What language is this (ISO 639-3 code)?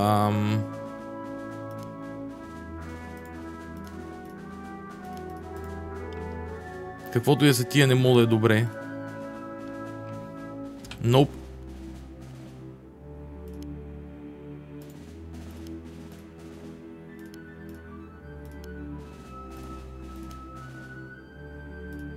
bul